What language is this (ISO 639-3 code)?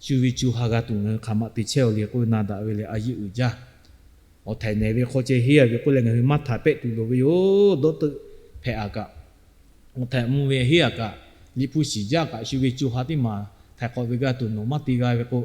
lhu